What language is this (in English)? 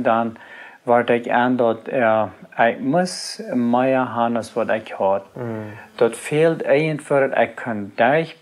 Plautdietsch